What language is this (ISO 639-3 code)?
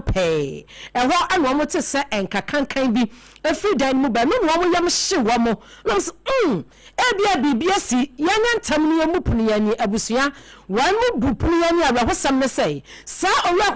aka